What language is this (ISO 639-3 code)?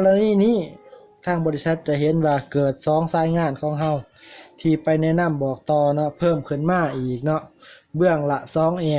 lao